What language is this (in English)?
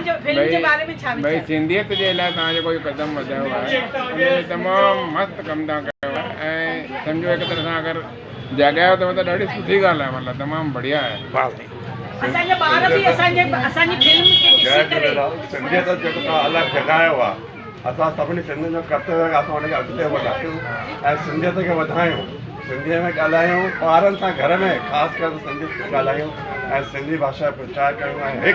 Sindhi